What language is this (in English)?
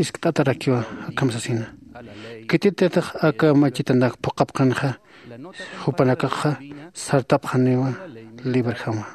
Aymara